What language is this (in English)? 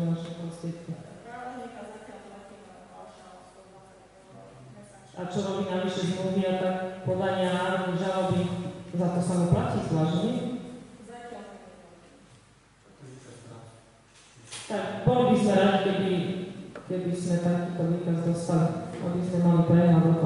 Slovak